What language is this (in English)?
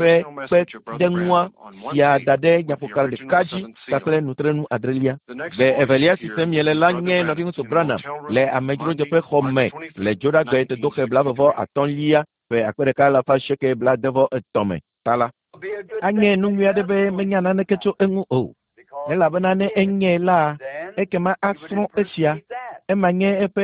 Ewe